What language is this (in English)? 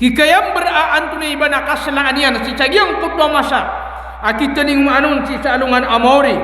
Maranao